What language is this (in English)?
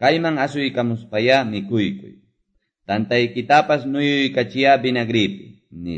Quechua